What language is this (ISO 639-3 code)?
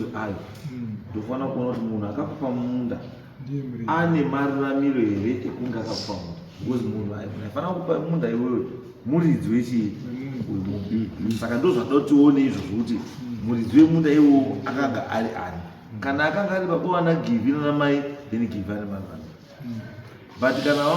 sna